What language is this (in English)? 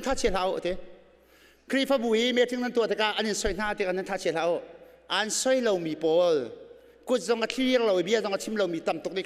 Hakha Chin